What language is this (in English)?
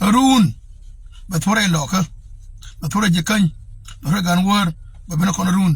Nuer